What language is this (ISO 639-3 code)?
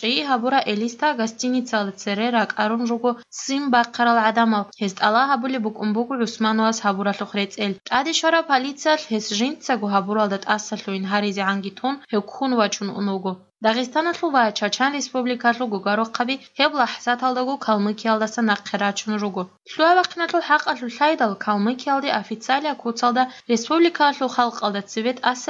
kat